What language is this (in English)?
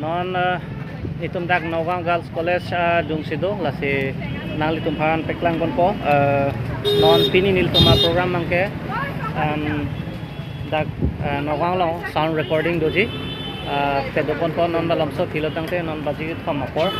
Karbi